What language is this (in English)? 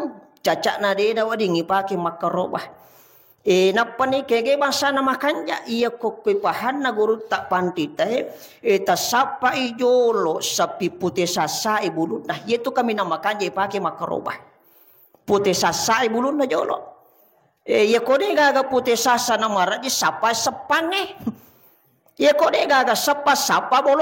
Buginese